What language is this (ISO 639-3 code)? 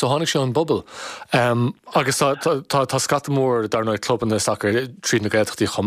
gle